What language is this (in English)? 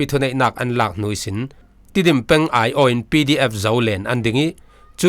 Falam Chin